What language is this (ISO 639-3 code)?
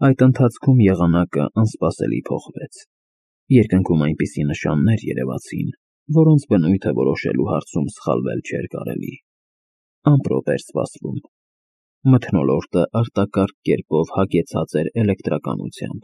hye